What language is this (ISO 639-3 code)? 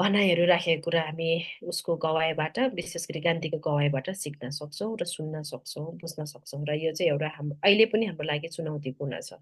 nep